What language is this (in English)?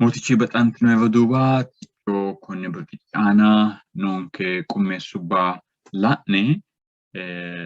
Sidamo